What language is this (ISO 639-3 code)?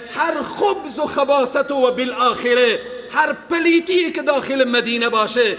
fas